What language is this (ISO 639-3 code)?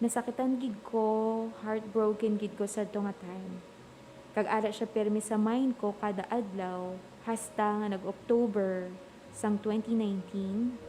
hil